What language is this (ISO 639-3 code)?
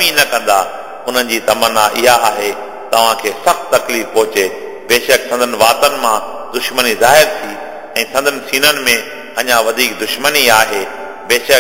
snd